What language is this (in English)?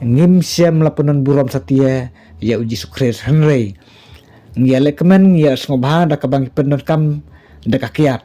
Khasi